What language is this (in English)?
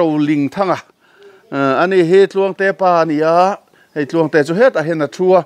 Mizo